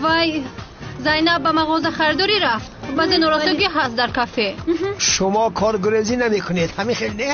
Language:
Tajik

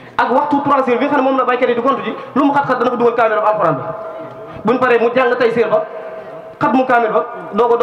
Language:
Wolof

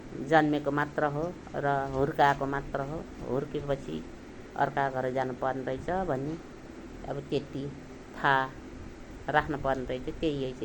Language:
Nepali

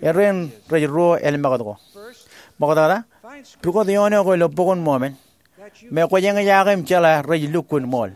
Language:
Marshallese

